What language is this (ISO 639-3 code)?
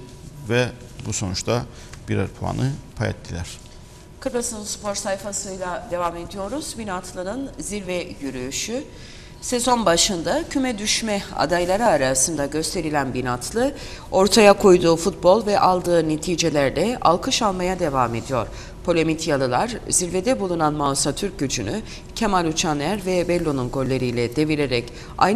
tur